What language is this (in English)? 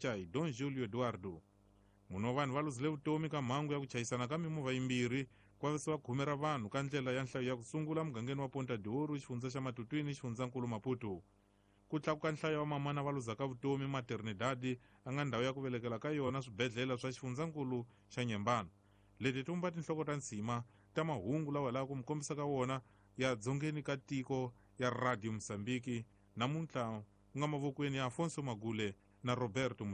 Tsonga